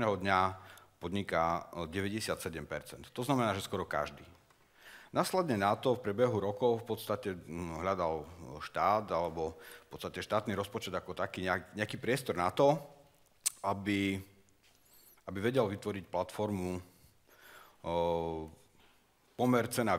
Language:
Slovak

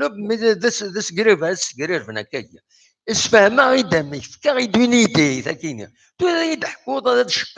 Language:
Kabyle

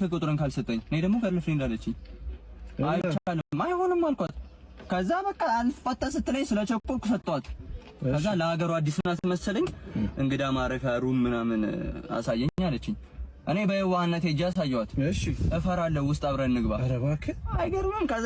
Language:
Amharic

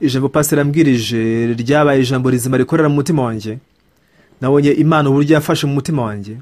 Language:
Kinyarwanda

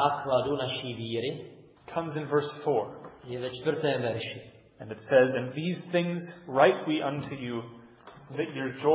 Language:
Czech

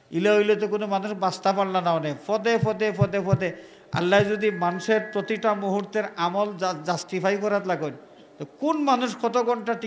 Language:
Sylheti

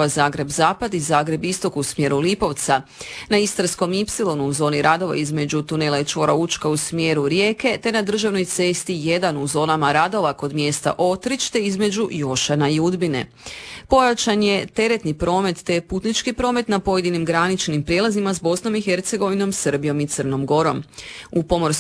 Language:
Croatian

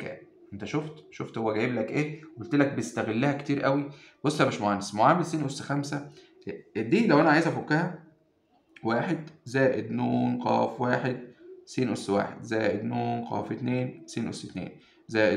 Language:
Egyptian Arabic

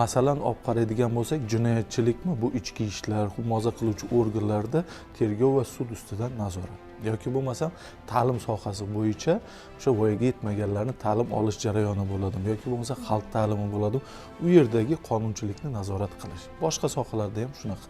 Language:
Uzbek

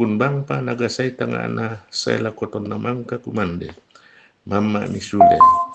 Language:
Toraja-Sa'dan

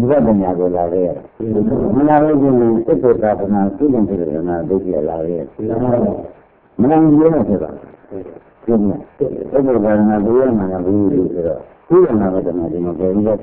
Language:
Burmese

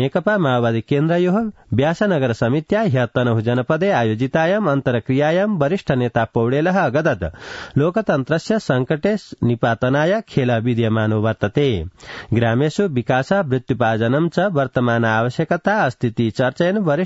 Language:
Sanskrit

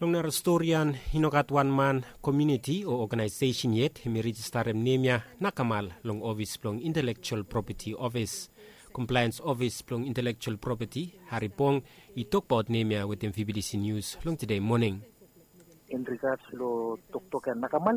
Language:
Bislama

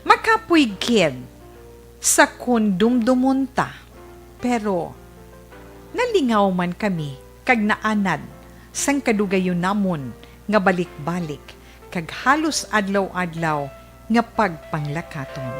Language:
Hiligaynon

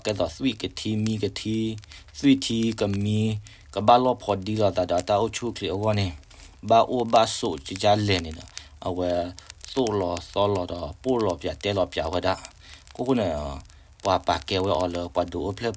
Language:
S'gaw Karen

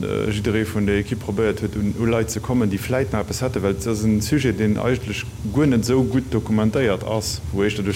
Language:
Luxembourgish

